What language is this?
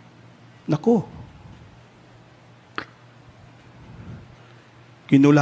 Filipino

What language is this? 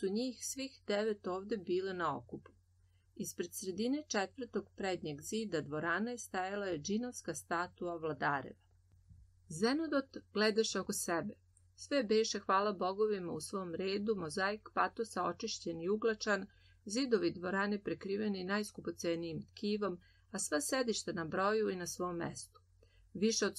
Serbian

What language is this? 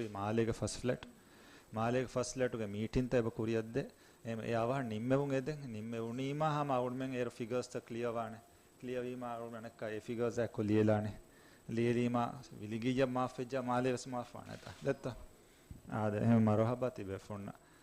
Divehi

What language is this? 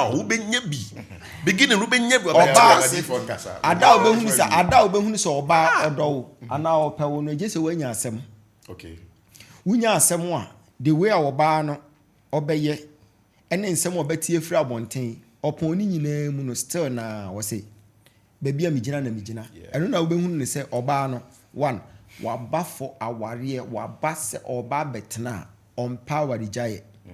Akan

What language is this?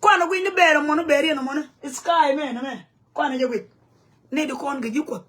Nuer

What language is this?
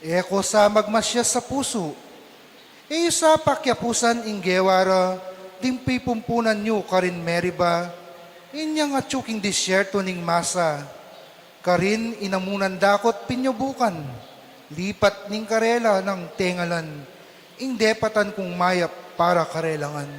Pampanga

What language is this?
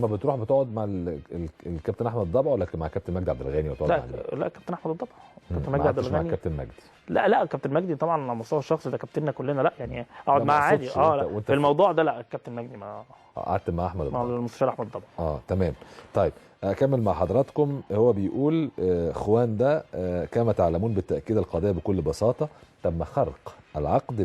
Egyptian Arabic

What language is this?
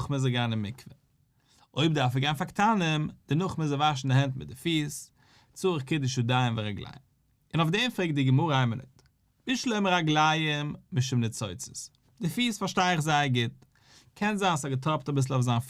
Yiddish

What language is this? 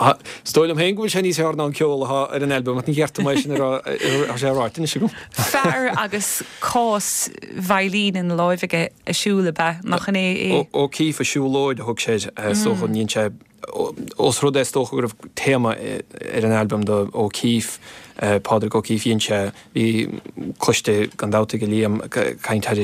Irish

